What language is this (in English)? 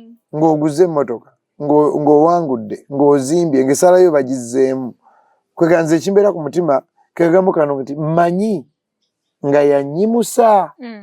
Ganda